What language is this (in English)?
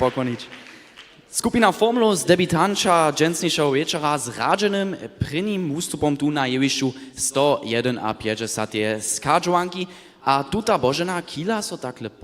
Upper Sorbian